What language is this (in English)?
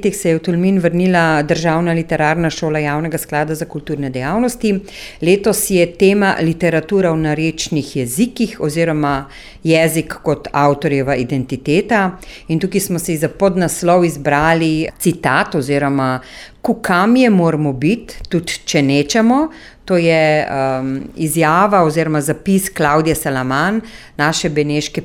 Slovenian